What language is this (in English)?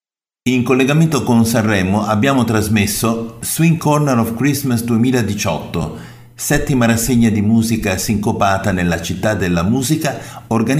Italian